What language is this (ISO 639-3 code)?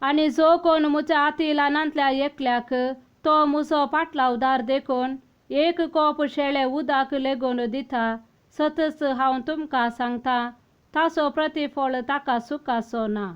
kok